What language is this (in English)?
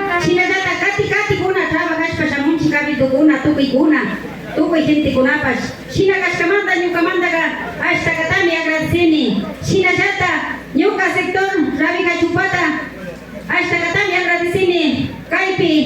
Imbabura Highland Quichua